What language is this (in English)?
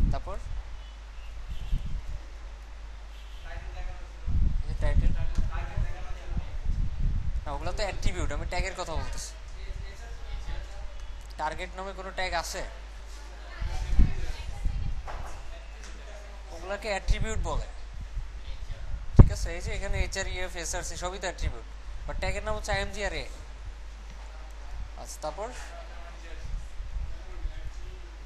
Bangla